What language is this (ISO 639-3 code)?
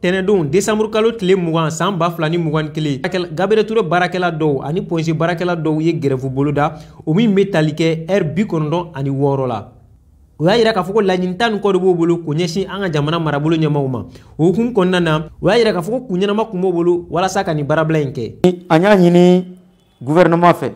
bam